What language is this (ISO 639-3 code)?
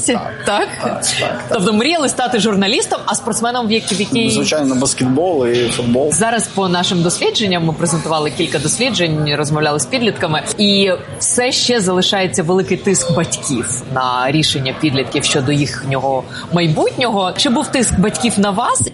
ukr